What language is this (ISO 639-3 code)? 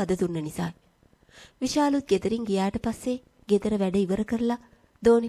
sin